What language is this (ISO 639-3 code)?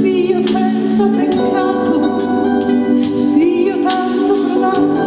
nap